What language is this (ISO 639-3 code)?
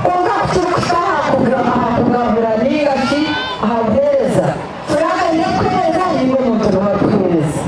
nyn